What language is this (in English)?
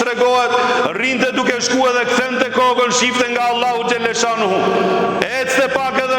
Albanian